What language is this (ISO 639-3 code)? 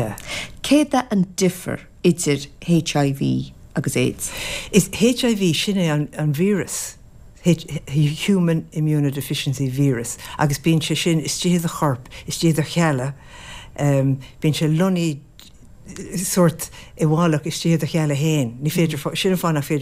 gle